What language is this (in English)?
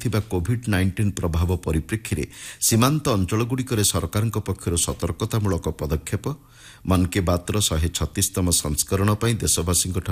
Odia